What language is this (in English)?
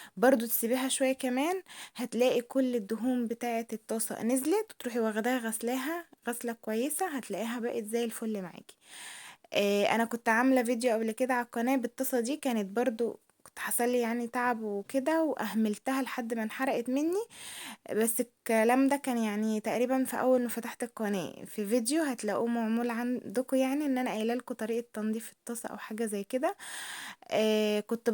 Egyptian Arabic